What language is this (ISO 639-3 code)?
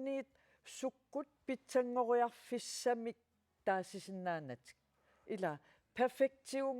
kal